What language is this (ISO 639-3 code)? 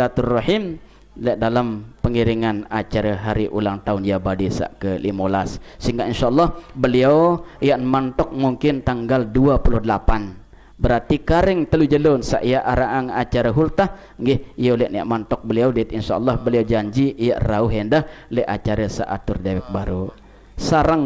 sas